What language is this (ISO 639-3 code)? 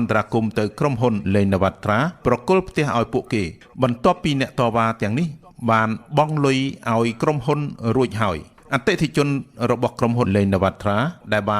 khm